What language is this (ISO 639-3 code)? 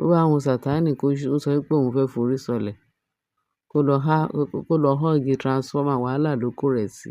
yor